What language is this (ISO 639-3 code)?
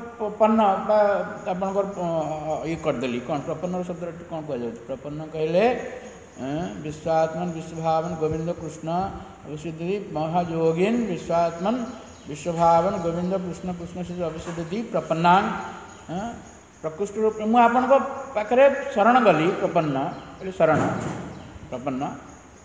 ori